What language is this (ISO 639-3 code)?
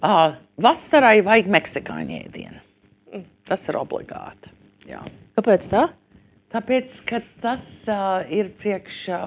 lav